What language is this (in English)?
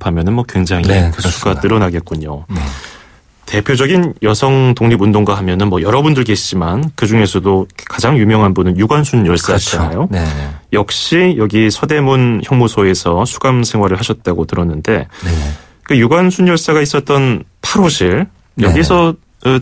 Korean